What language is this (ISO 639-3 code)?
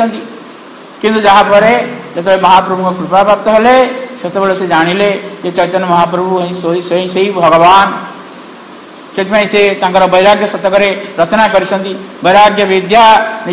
ori